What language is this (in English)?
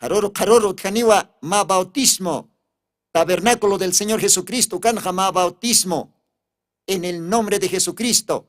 Aymara